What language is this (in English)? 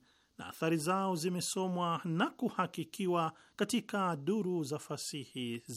Swahili